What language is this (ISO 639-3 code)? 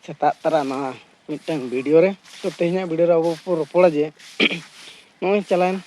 sat